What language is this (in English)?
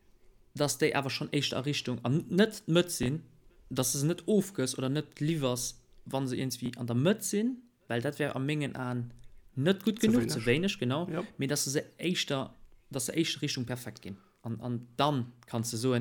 Luxembourgish